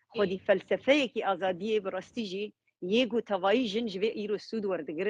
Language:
Kurdish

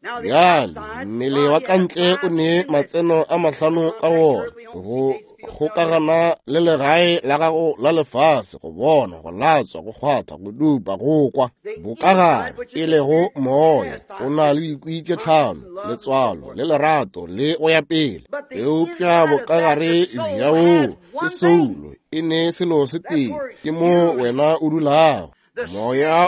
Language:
Northern Sotho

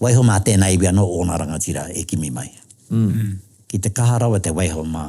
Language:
Māori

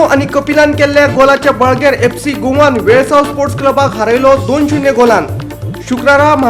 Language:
Konkani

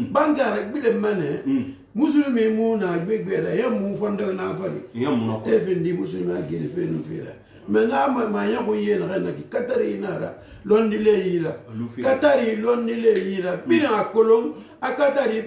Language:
Susu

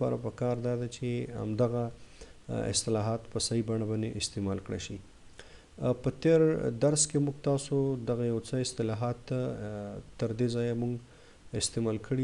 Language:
Pashto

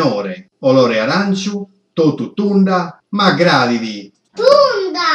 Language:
Sardinian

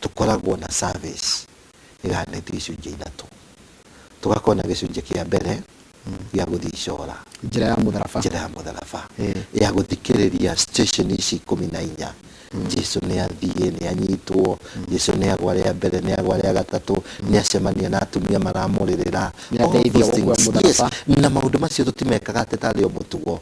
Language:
Kikuyu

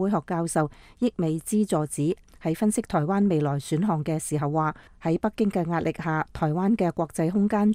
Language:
Cantonese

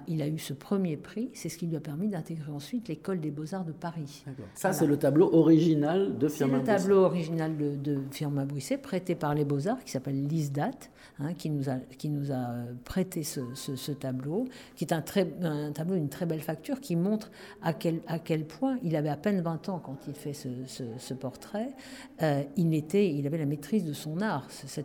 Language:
French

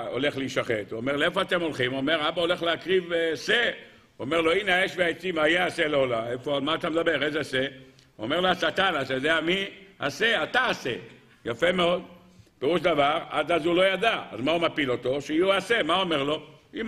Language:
Hebrew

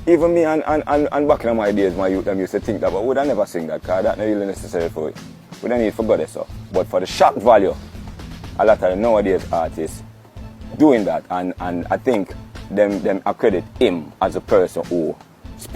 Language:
Jamaican Creole English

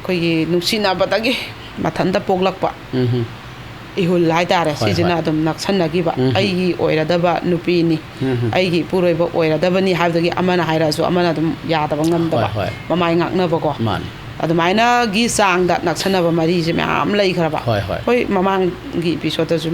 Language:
Manipuri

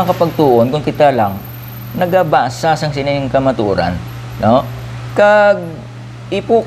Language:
Hiligaynon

